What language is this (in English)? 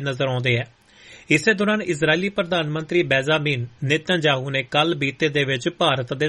Punjabi